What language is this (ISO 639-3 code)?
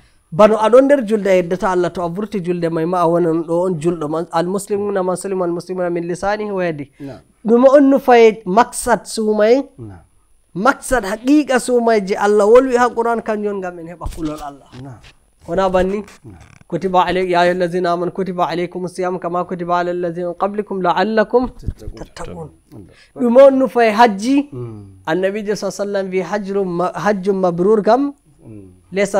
fuv